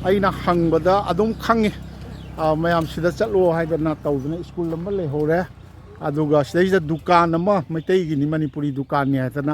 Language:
Manipuri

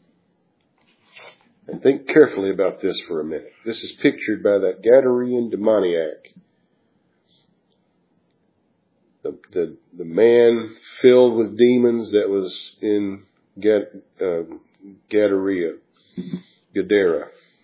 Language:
English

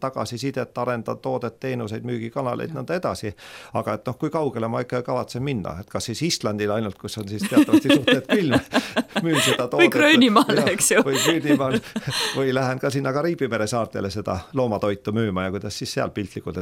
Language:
Estonian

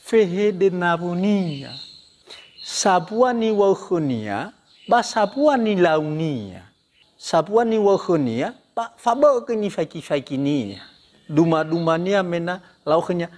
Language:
Nias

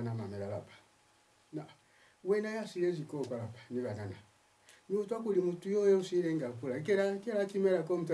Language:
Lozi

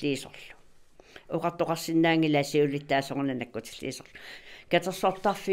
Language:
Kalaallisut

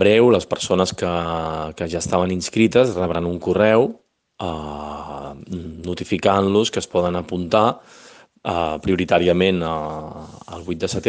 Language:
Catalan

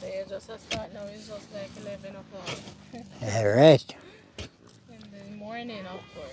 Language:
Jamaican Creole English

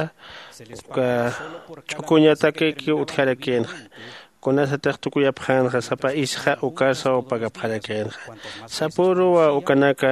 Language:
Aymara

